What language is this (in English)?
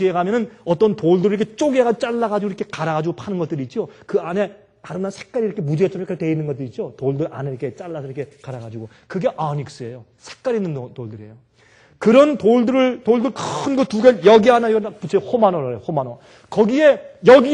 Korean